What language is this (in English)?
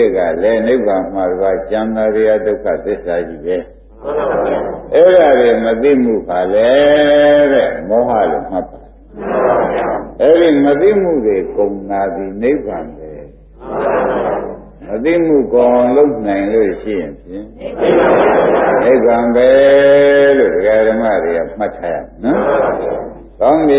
Burmese